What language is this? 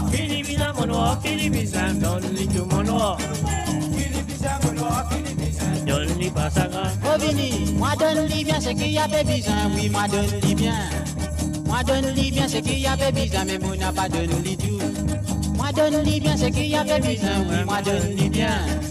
Morisyen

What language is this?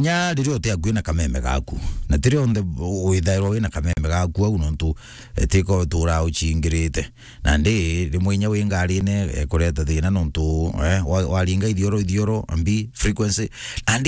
Meru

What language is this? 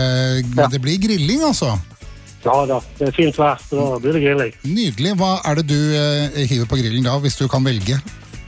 Norwegian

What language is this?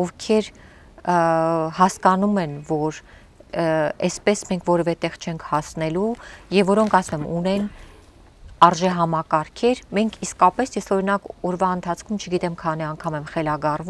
Armenian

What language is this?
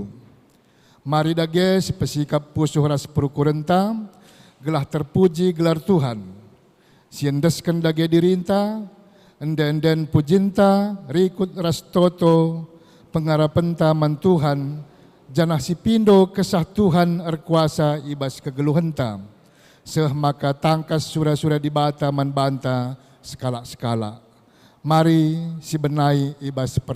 Batak Karo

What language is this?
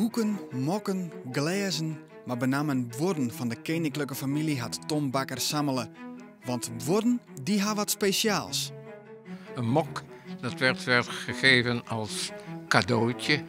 Western Frisian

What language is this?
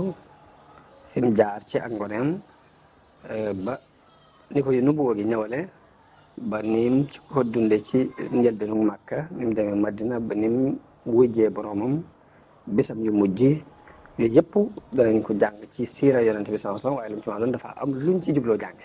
Wolof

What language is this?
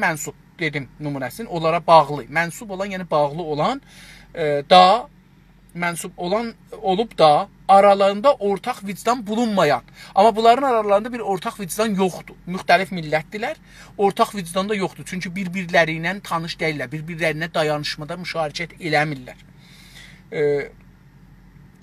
South Azerbaijani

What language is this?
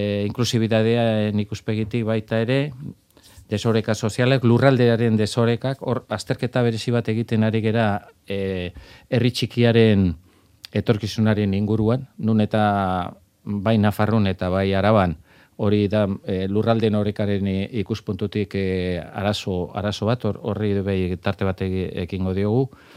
Basque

